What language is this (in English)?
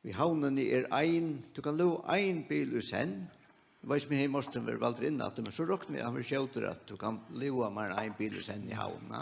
Faroese